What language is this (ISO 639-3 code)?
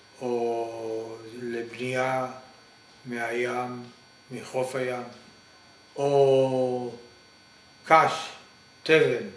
heb